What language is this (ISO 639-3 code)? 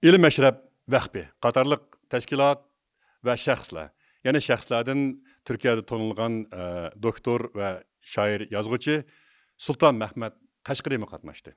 uig